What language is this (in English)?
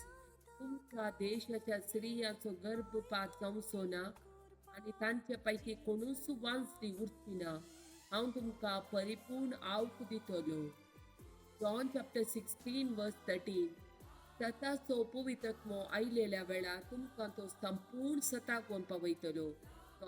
Konkani